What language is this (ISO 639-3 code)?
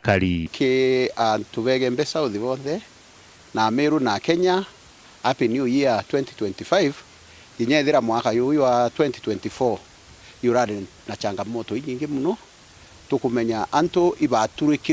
mer